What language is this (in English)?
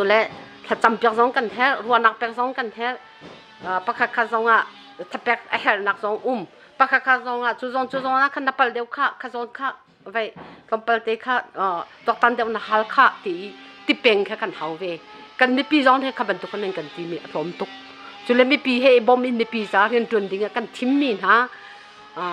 Hakha Chin